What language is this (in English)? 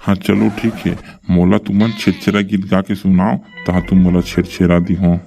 Chhattisgarhi